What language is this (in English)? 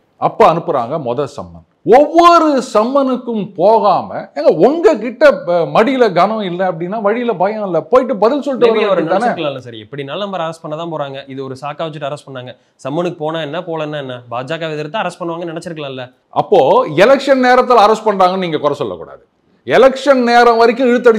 Tamil